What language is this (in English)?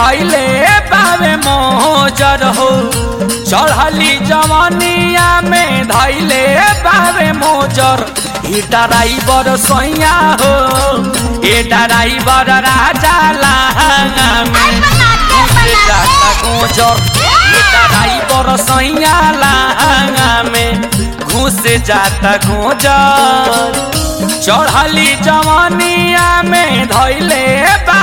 Bhojpuri